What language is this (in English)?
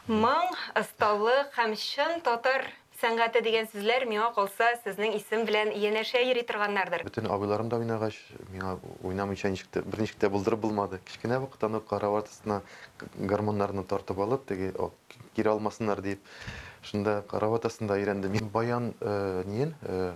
Tatar